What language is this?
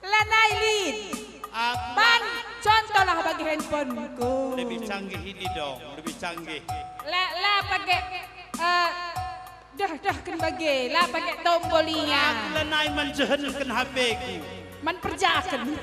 Batak Karo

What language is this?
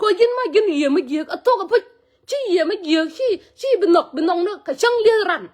Nuer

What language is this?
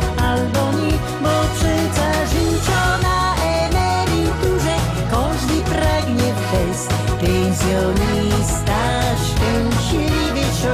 Silesian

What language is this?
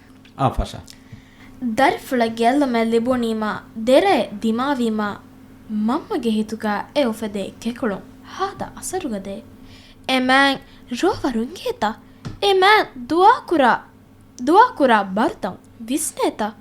Divehi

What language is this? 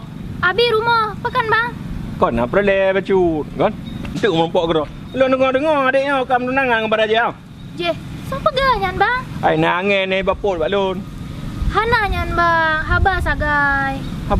Achinese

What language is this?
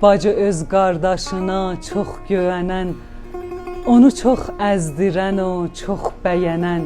South Azerbaijani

